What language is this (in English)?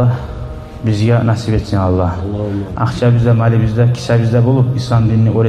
Kumyk